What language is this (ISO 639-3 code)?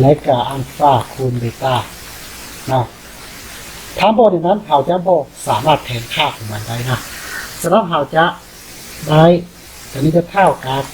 lao